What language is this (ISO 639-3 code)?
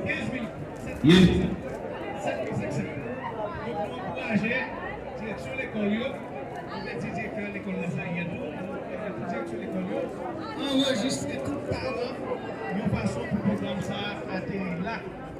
hat